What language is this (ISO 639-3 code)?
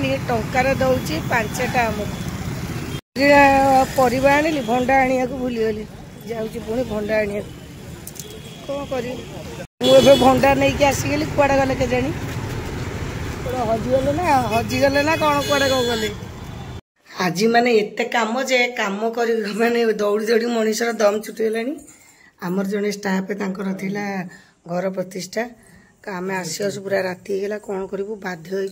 ori